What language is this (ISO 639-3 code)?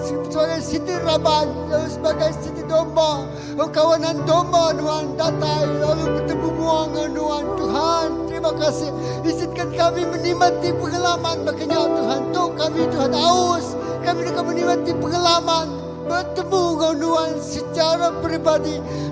iba